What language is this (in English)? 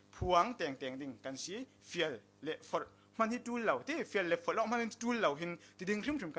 Falam Chin